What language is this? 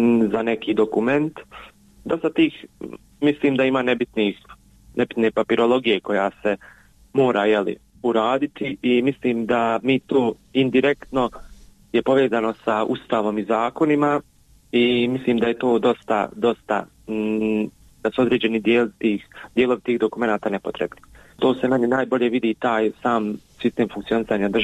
Bosnian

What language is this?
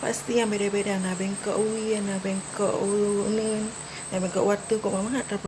Achinese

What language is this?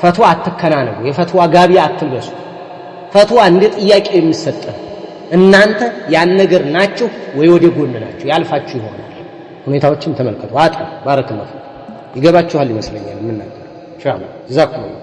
Amharic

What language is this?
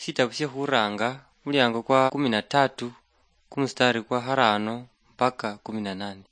Luyia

